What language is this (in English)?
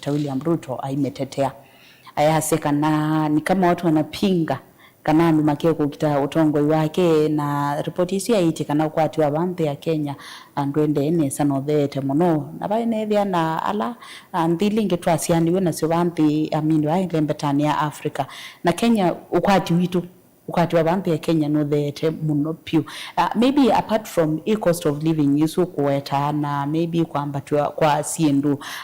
Kamba